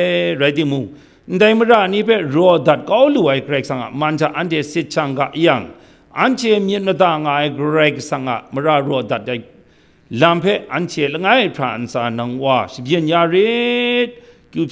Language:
Kachin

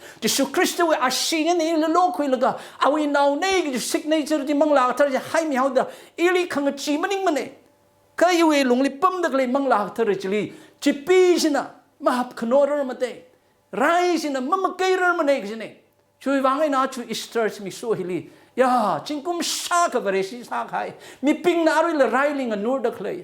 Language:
Tangkhul Naga (India)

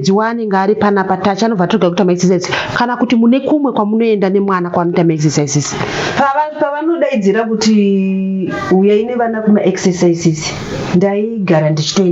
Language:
Shona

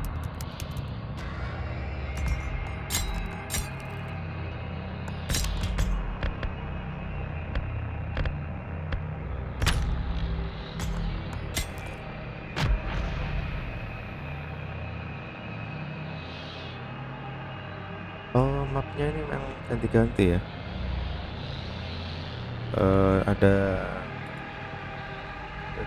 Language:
Indonesian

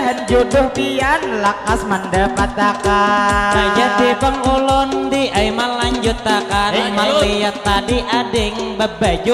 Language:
Banjar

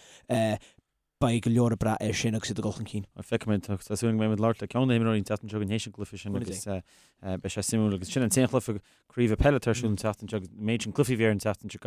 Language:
Irish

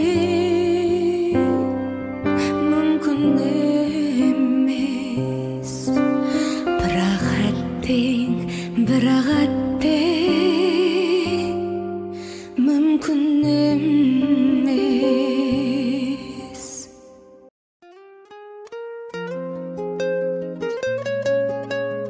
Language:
Kazakh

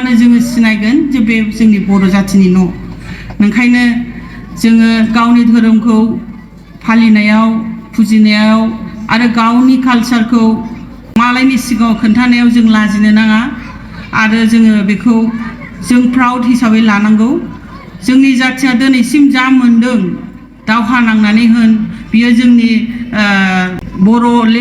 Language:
Bodo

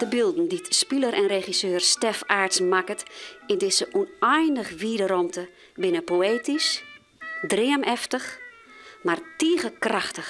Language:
Western Frisian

